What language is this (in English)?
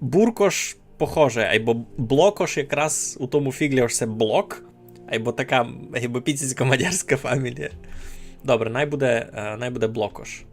Rusyn